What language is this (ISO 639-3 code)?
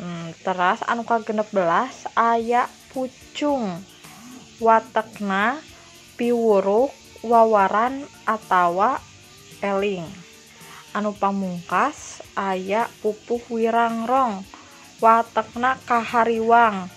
sun